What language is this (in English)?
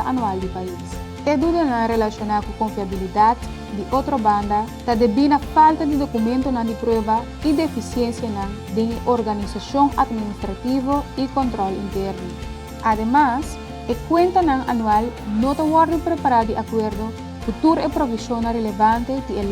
Papiamento